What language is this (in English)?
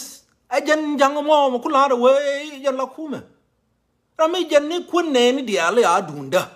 Nuer